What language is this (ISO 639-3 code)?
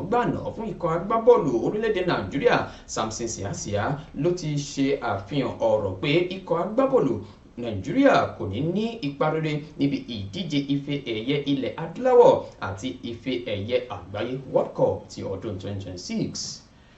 yor